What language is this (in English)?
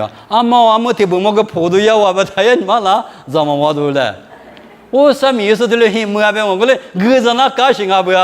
Lisu